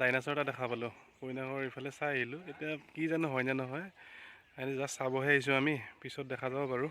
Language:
Assamese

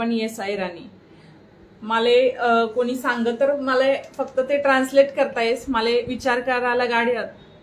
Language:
Marathi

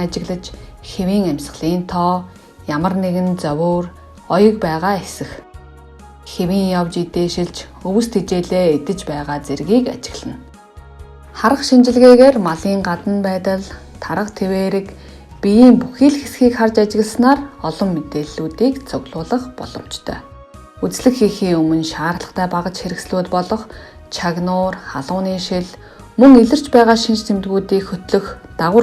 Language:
Mongolian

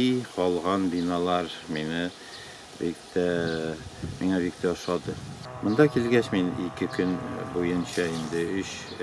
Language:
Bashkir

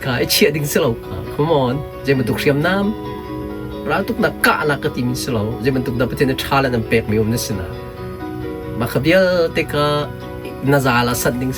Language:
Hakha Chin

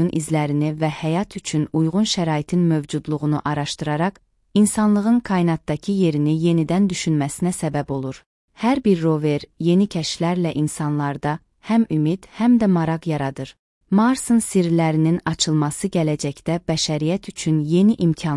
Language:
Azerbaijani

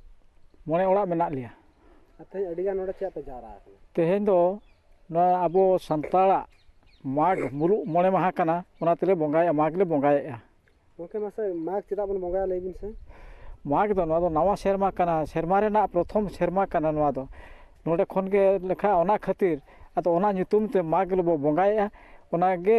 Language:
Santali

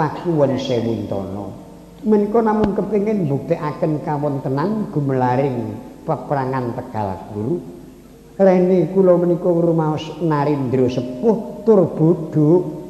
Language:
Javanese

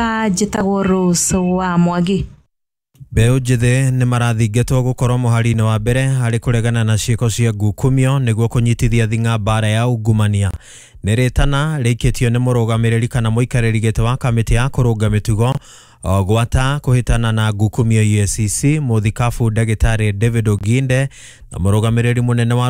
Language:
Kikuyu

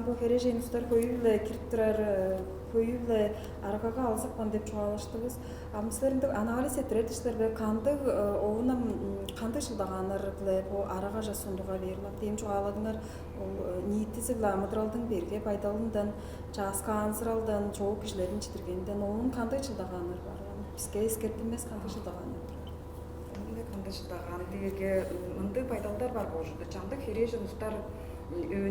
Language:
Tuvinian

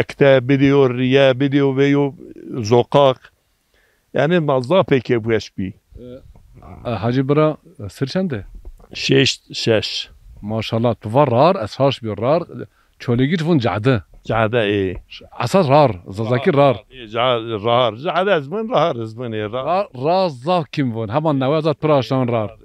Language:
Zaza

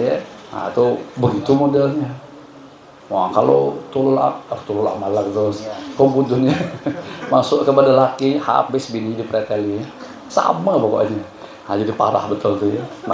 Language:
Banjar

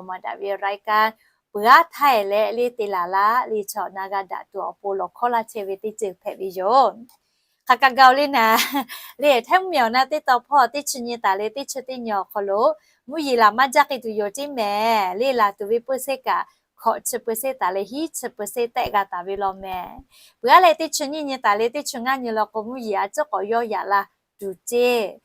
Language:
Lahu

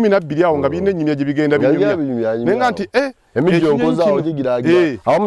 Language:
Ganda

